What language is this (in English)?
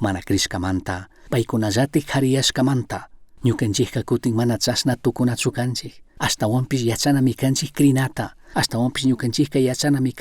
Chimborazo Highland Quichua